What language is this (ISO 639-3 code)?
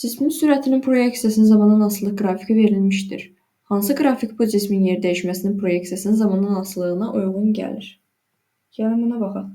aze